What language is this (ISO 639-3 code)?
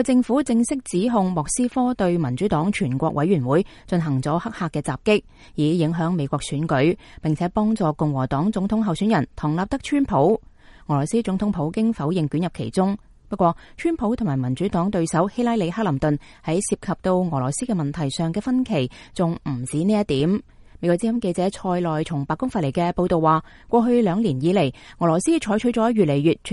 yue